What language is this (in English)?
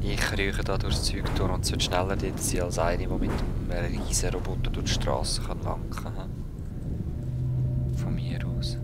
Swiss German